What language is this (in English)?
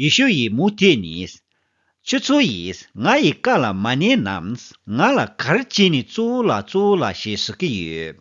Tibetan